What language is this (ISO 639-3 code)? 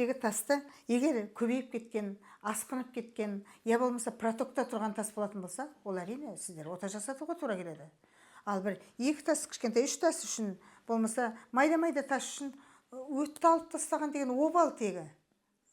kaz